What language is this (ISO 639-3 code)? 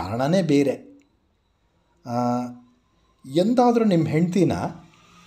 kan